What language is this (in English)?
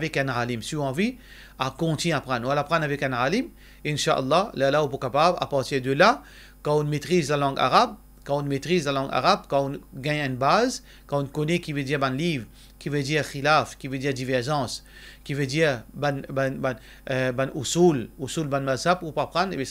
Morisyen